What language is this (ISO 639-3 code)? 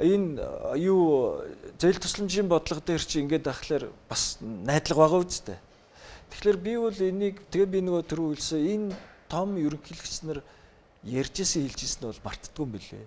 mon